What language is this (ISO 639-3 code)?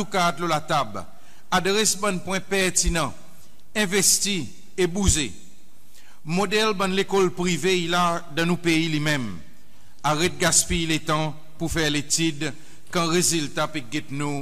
crs